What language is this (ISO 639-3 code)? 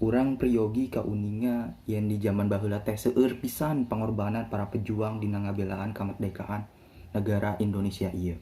sun